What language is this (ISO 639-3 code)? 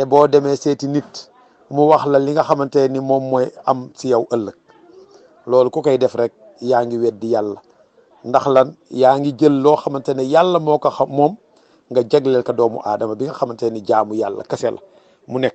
wol